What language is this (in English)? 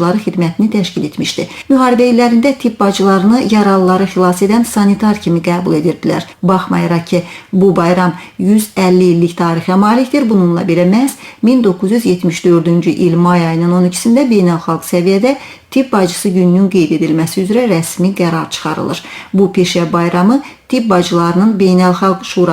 Azerbaijani